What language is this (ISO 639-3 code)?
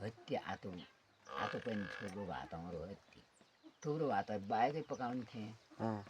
nep